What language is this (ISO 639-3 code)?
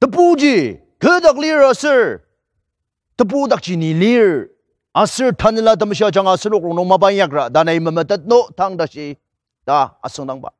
njo